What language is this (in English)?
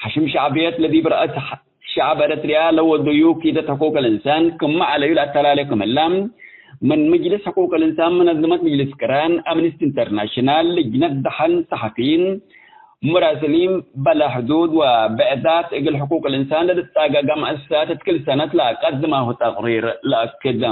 Tigre